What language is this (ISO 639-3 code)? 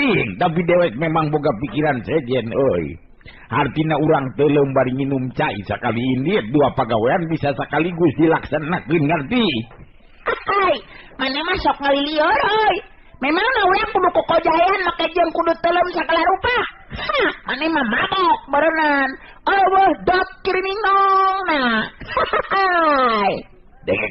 sun